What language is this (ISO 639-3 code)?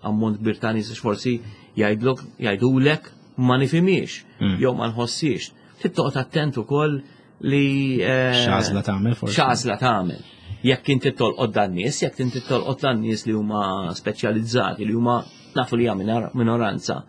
mlt